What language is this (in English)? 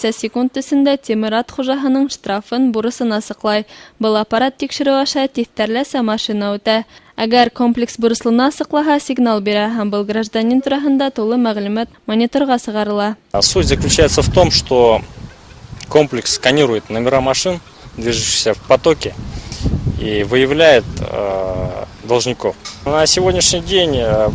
Bashkir